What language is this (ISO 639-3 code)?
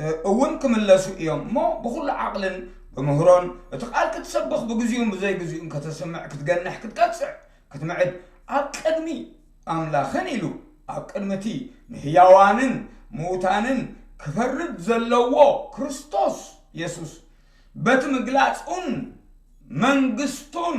tir